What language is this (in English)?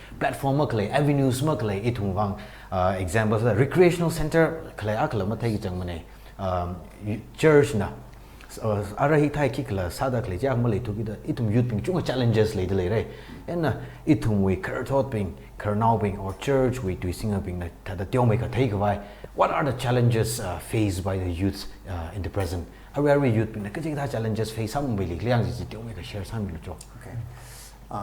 Tangkhul Naga (India)